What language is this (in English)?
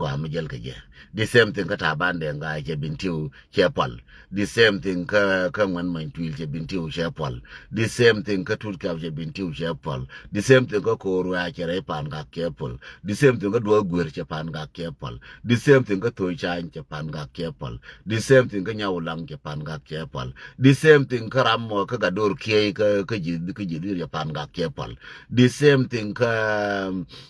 Nuer